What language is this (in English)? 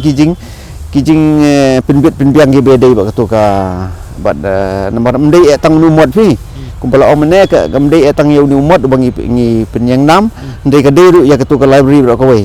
Khasi